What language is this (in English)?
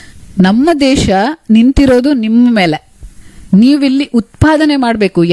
Kannada